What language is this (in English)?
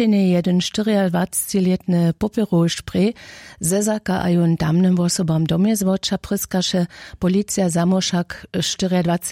Upper Sorbian